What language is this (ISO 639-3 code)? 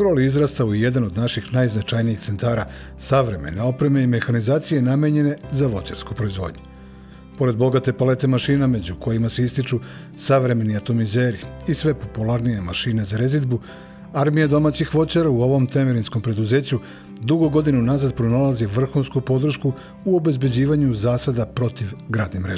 srp